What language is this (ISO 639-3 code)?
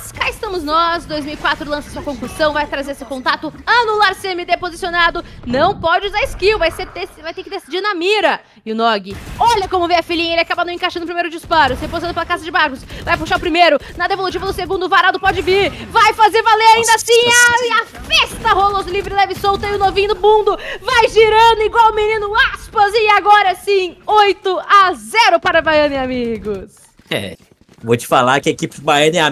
por